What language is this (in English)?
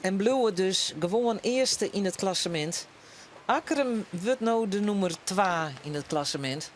Western Frisian